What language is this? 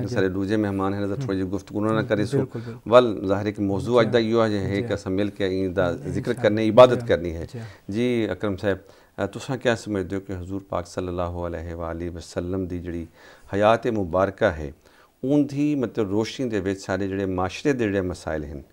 Saraiki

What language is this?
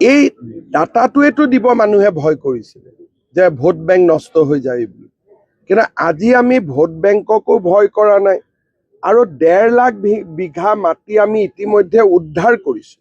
Assamese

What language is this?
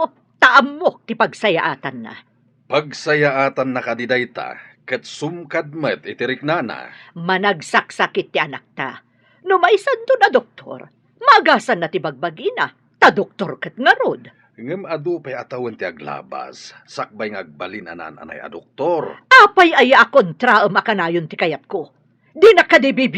Iloko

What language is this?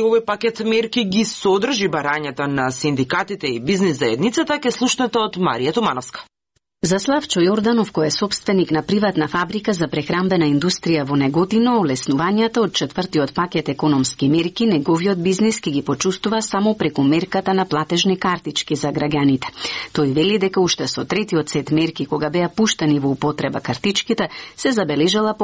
Macedonian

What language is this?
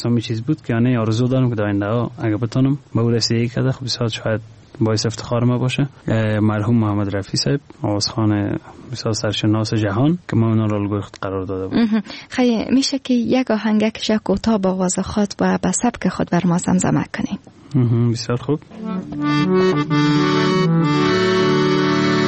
Persian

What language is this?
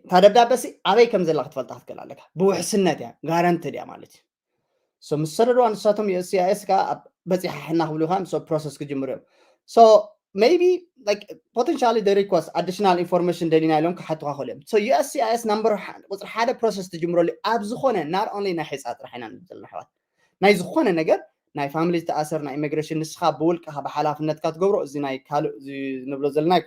Tigrinya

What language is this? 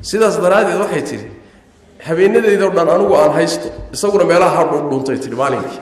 Somali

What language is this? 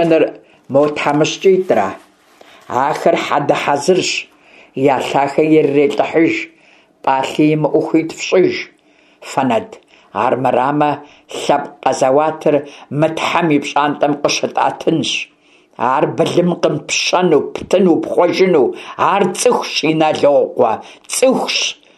Kabardian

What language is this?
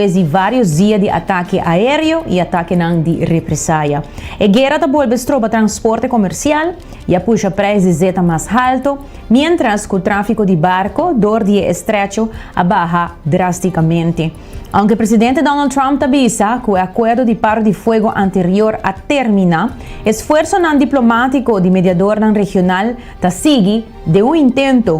Papiamento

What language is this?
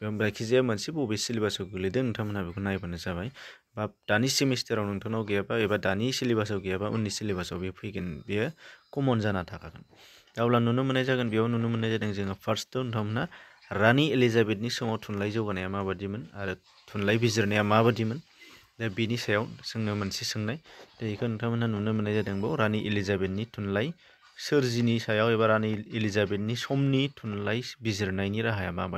Bodo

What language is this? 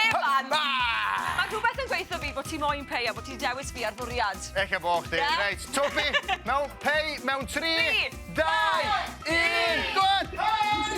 Welsh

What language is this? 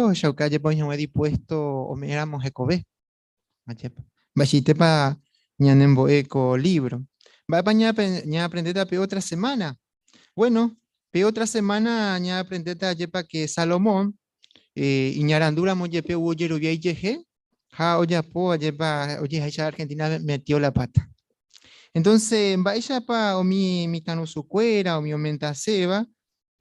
Guarani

